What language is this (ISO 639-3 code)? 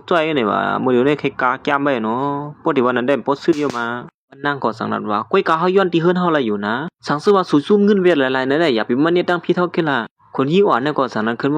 shn